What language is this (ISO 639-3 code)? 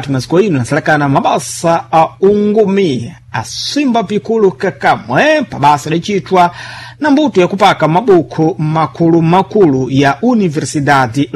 seh